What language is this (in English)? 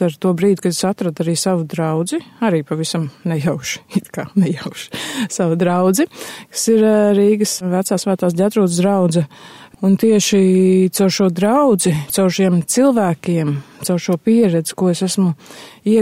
Latvian